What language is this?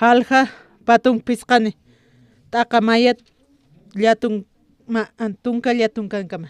Aymara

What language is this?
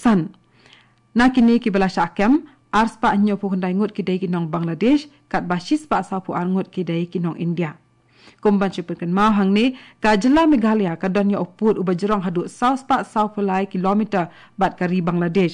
Khasi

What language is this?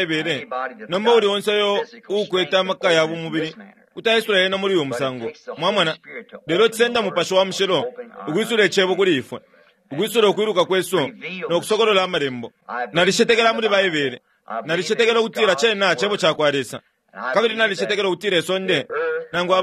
Bemba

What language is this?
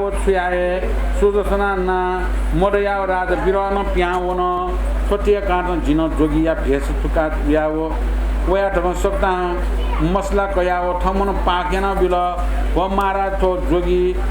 Newari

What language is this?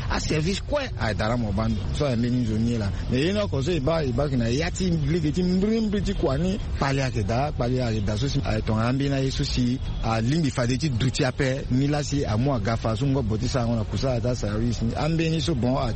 Sango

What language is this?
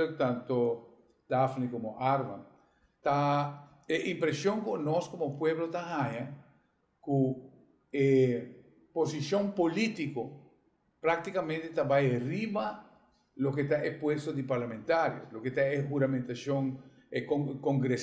Papiamento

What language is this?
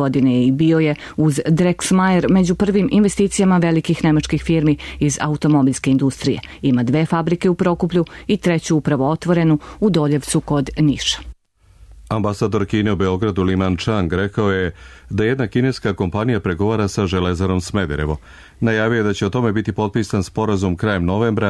Serbian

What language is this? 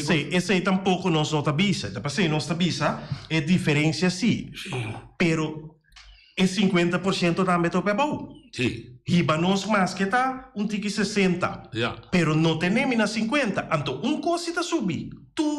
Papiamento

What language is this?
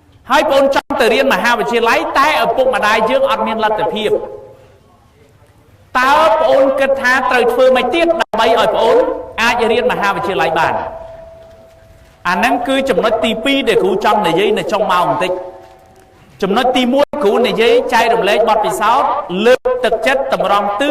Khmer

